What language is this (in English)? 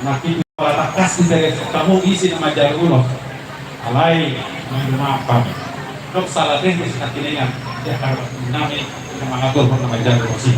Batak Toba